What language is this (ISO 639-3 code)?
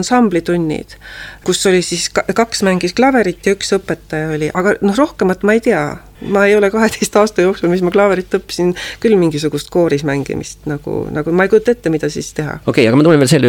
est